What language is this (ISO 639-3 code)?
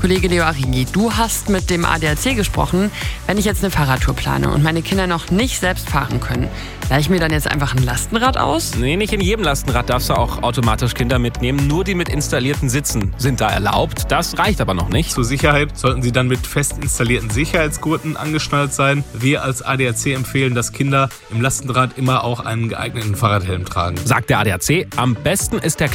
deu